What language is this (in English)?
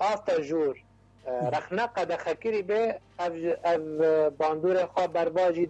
Kurdish